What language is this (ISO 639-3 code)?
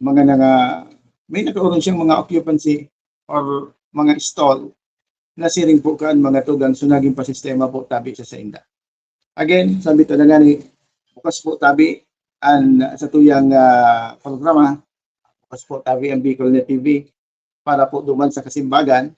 bik